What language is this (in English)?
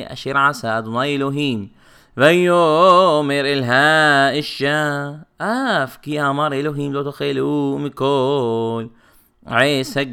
Hebrew